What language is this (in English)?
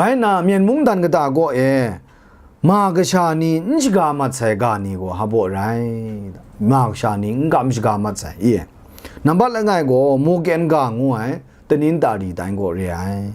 Kachin